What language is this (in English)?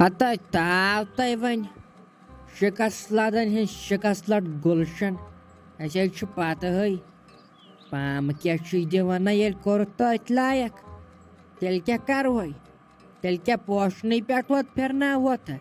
Kashmiri